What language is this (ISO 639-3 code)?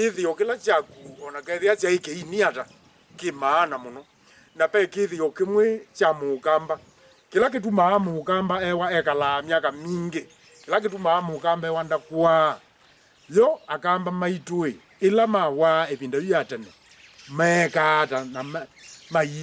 kam